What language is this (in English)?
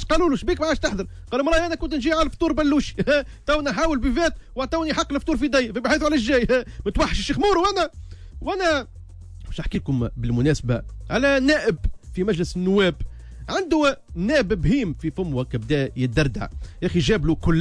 Tunisian Arabic